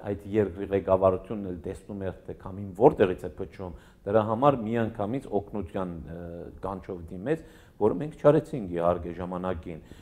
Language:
Armenian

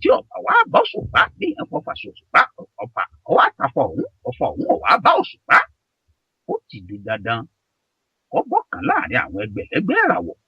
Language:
Yoruba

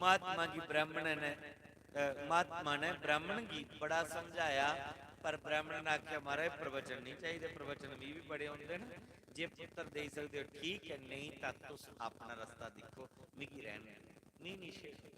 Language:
Dogri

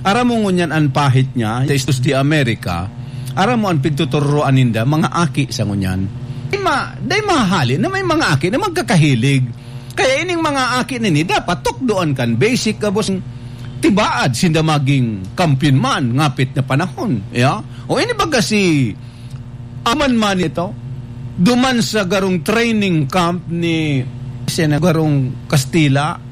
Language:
Bikol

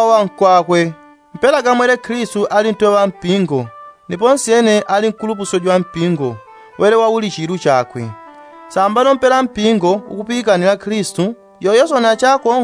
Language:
Yao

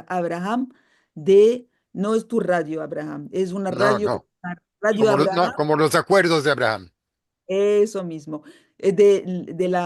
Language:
Ladino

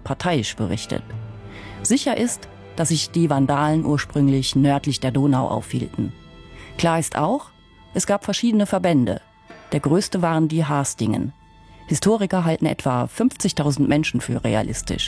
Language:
German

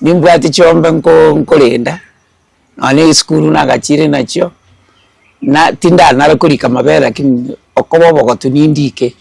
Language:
Gusii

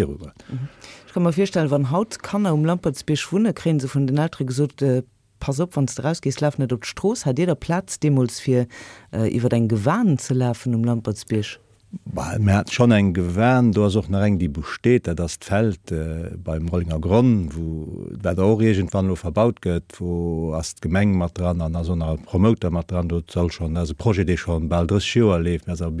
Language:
Luxembourgish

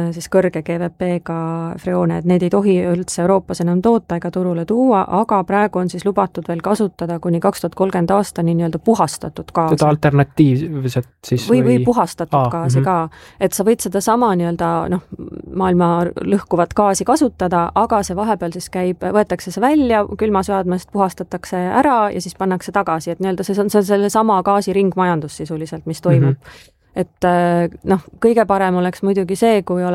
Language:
Estonian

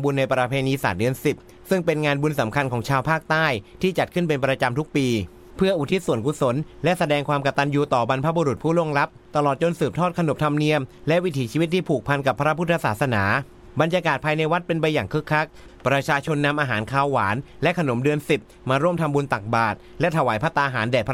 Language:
Thai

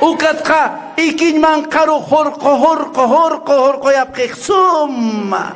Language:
Aymara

